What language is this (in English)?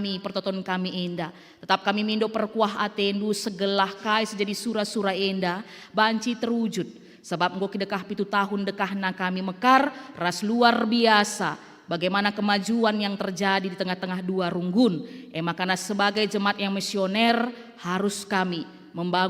Batak Karo